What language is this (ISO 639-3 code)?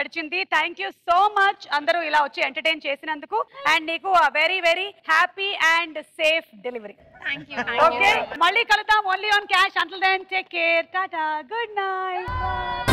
tel